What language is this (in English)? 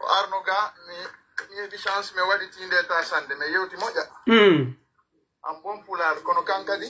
Pular